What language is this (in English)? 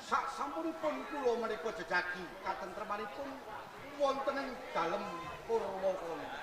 Javanese